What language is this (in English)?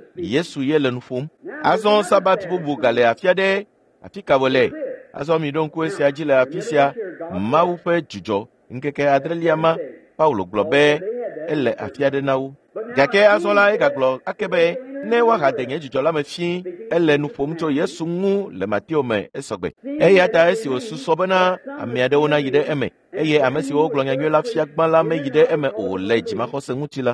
Ewe